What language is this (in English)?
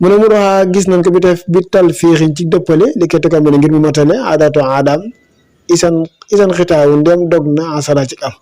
Wolof